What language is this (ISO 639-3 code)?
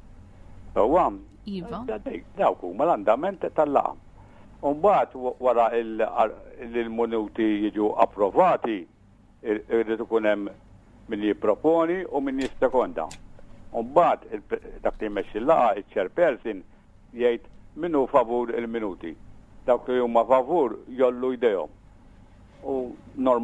mlt